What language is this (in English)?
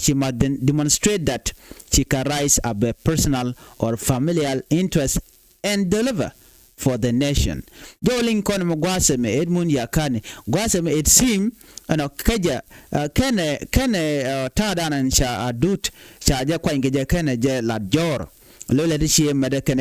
Nuer